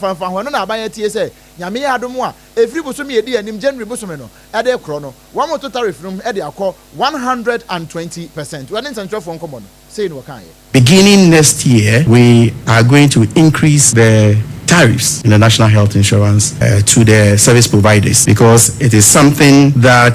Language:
Akan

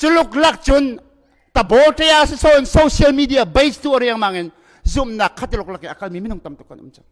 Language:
Hakha Chin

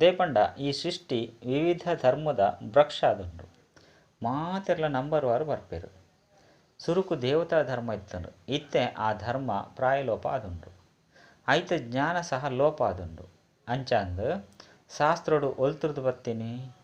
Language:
Tulu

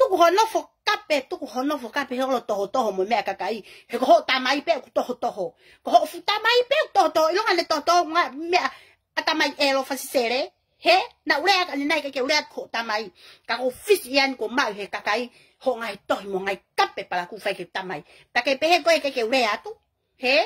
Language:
Tongan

